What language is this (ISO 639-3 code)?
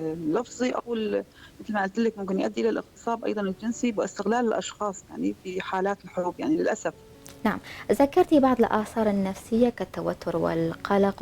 apc